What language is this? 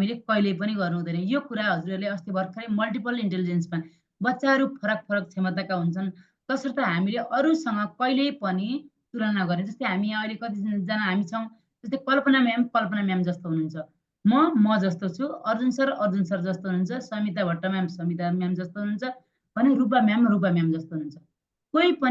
Nepali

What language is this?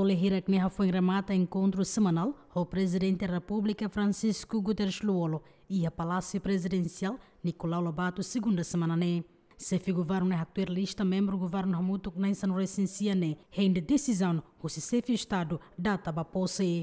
Tetum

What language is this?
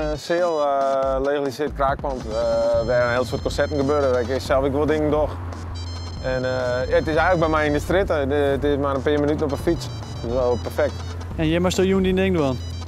Western Frisian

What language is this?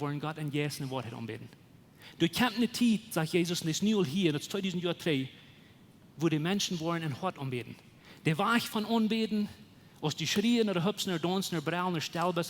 Plautdietsch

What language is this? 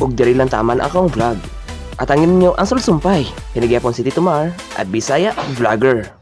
Cebuano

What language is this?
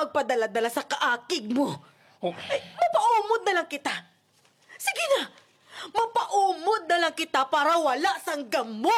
Hiligaynon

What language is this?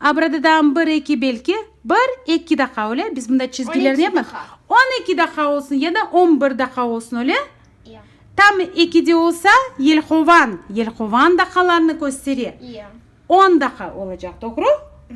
Crimean Tatar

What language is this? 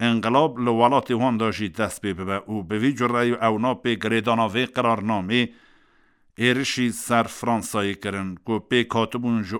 Kurdish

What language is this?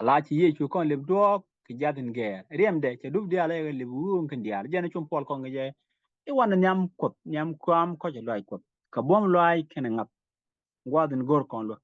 Nuer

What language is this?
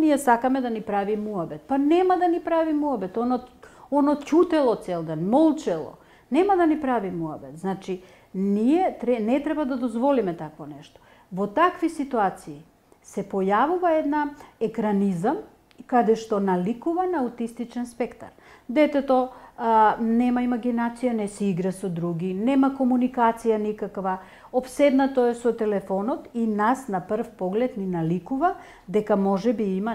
Macedonian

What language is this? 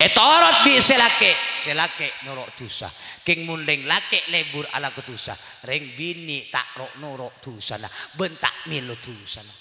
Madurese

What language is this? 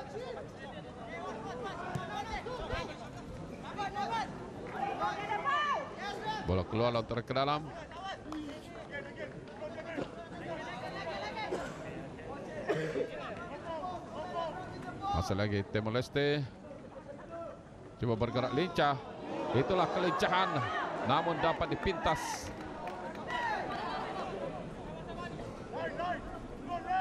Malay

